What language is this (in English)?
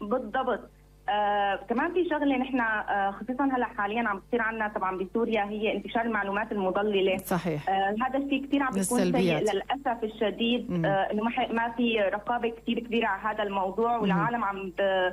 North Levantine Arabic